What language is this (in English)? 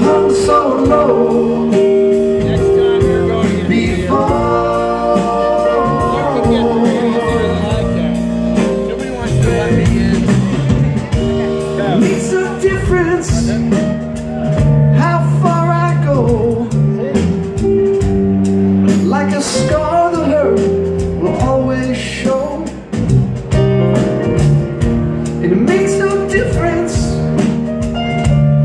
English